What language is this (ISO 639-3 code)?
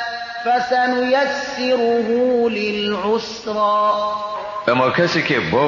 fas